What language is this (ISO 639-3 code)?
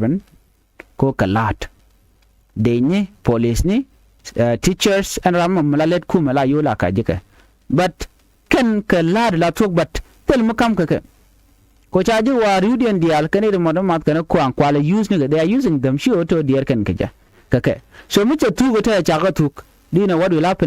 nus